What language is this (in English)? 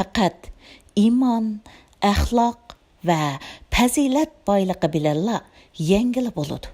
Uyghur